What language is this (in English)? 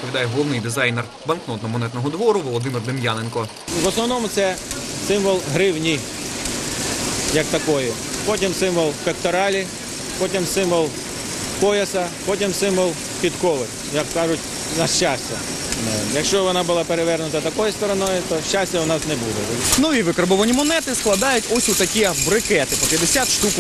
Ukrainian